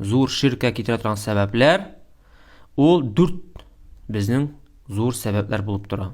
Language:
Tatar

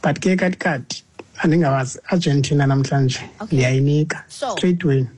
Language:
Xhosa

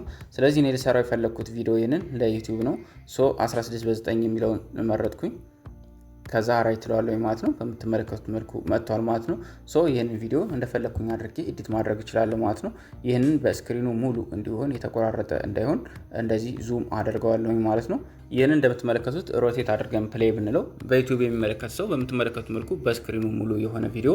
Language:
Amharic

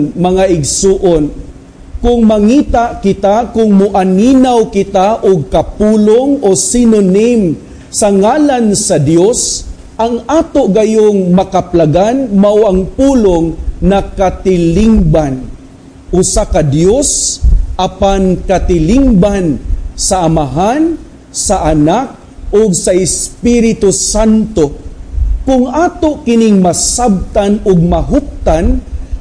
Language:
Cebuano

